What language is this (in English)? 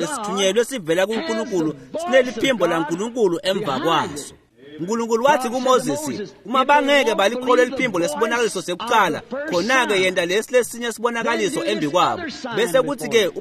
Swati